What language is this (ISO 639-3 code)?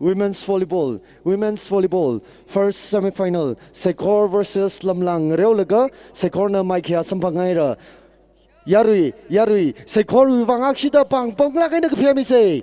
nmf